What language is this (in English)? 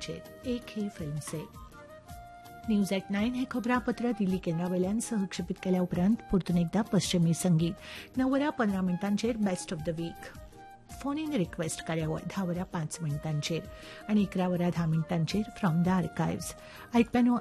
Konkani